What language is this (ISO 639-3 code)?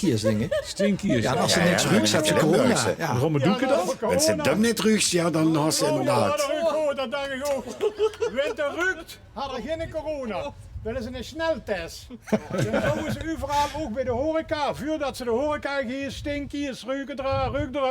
lim